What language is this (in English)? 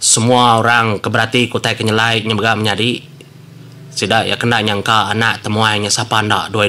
Iban